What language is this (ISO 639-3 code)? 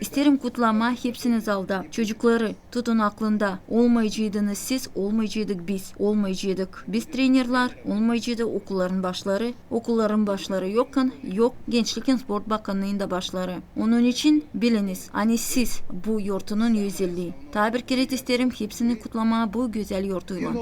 gag